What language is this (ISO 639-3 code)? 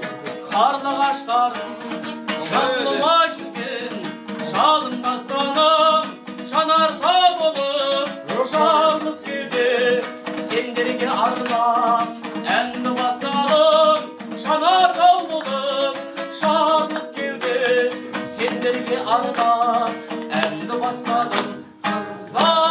kaz